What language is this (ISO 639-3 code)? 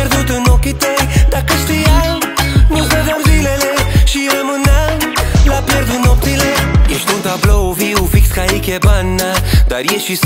ron